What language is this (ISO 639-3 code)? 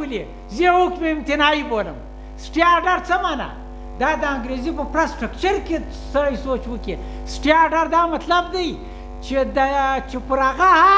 pus